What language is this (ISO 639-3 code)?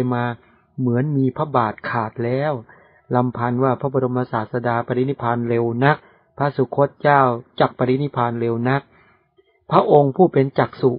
tha